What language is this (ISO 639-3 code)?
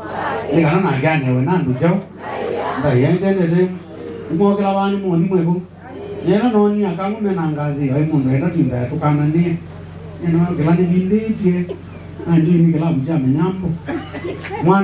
kam